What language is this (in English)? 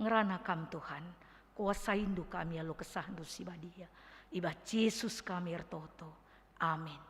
Batak Karo